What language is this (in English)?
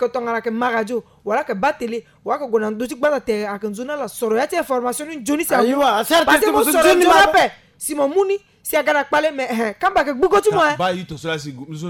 Sango